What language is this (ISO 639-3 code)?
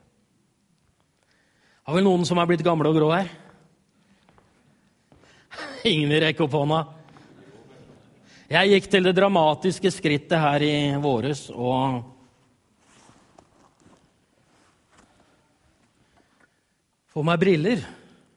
nor